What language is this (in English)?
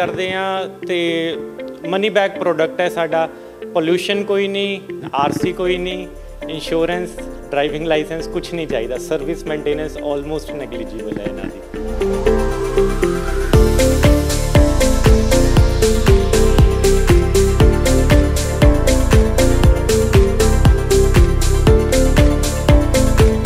Punjabi